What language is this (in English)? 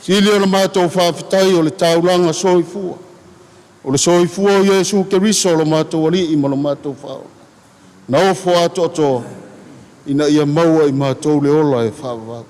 Samoan